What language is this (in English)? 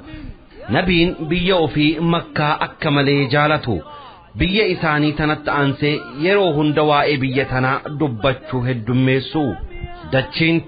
Oromo